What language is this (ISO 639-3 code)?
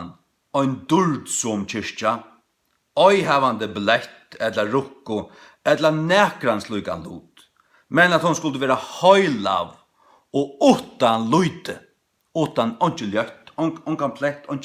fao